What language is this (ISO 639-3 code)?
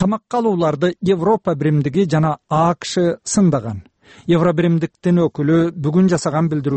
kir